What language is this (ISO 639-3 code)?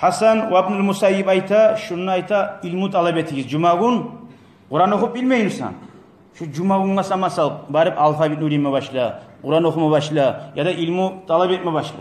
kum